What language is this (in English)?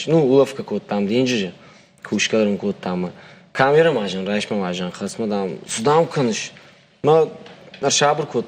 Ossetic